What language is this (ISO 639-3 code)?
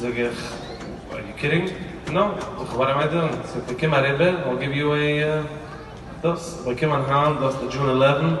yid